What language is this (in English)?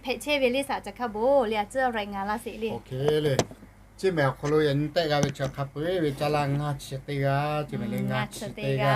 Lahu